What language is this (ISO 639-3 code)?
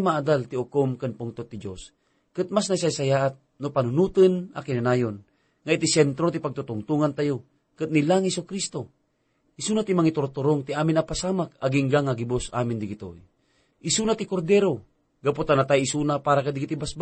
ilo